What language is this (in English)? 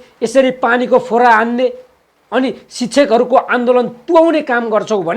Nepali